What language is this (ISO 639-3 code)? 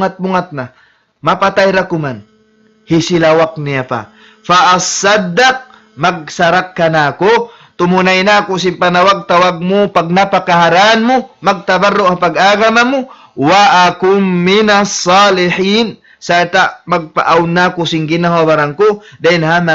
tsg